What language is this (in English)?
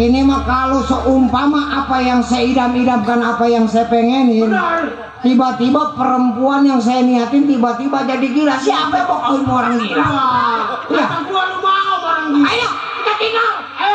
Betawi